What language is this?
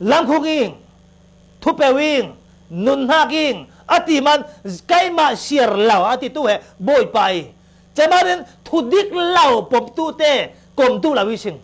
Falam Chin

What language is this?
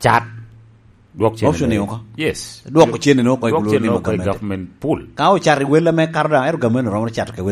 Lango (Uganda)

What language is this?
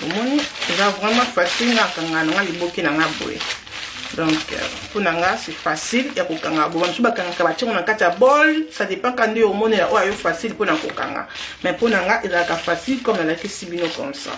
Lingala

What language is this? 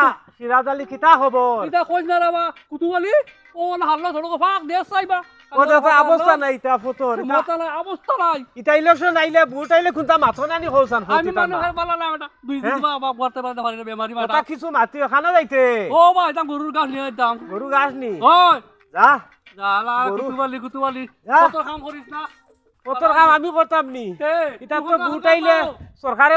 Sylheti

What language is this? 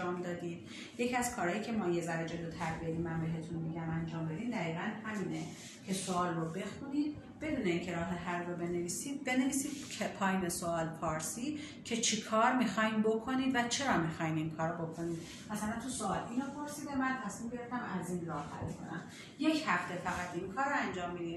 Persian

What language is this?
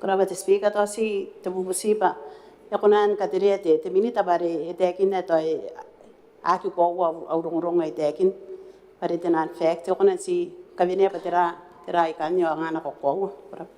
Gilbertese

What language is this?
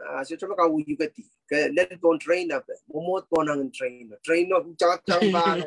Pohnpeian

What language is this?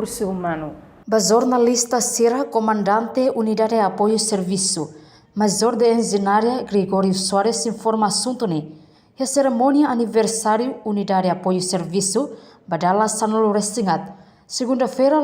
Tetum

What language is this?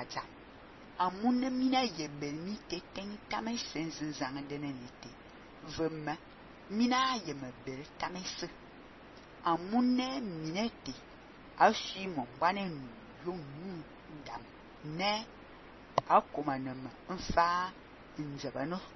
Fang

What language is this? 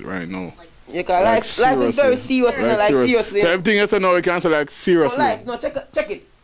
Jamaican Creole English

